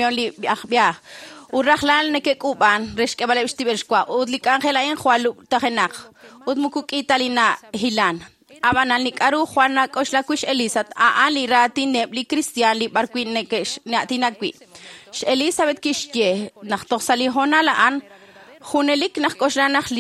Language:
Kekchí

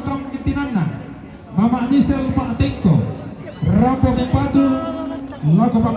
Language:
Toraja-Sa'dan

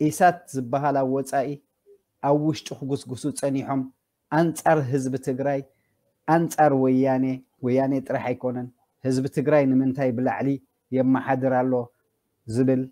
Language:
Tigrinya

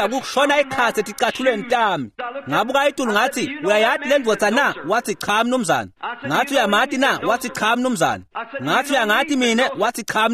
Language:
Swati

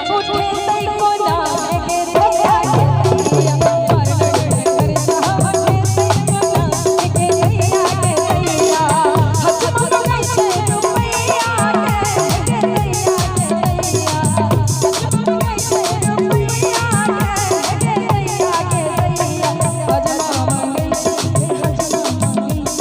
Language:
Maithili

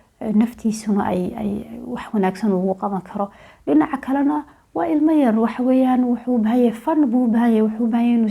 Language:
Somali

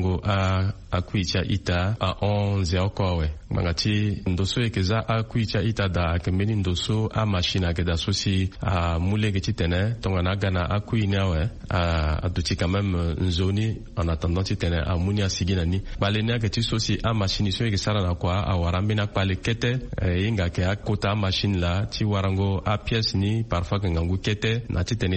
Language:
Sango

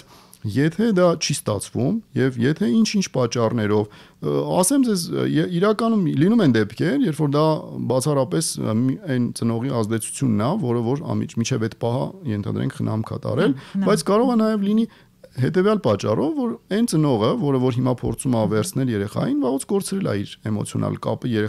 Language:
Armenian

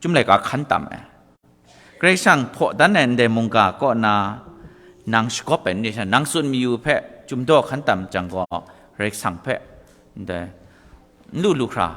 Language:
Kachin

